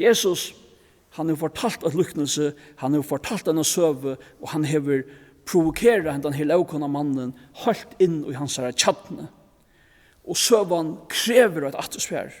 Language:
Faroese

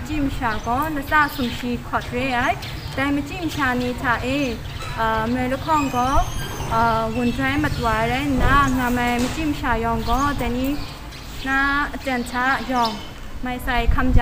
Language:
Kachin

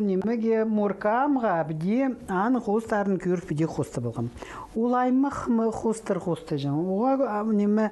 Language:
Khakas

